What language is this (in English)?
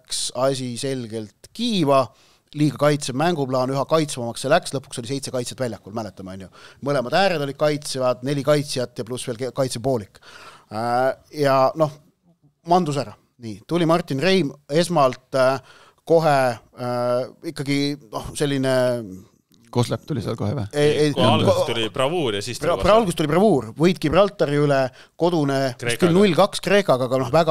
Estonian